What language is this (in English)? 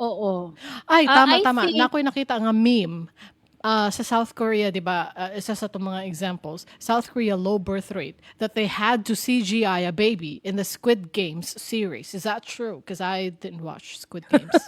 Cebuano